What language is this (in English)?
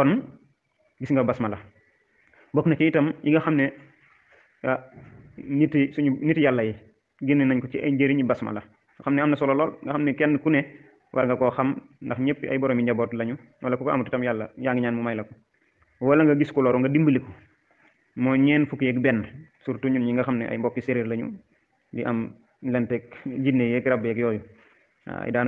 Wolof